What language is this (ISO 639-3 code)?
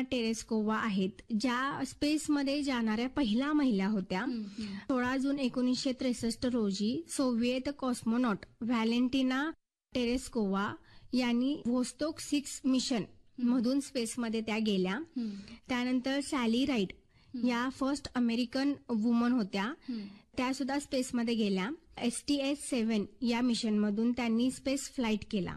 mar